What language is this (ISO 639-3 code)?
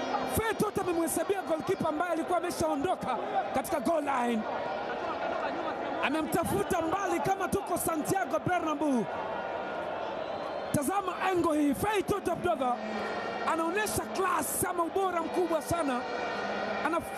swa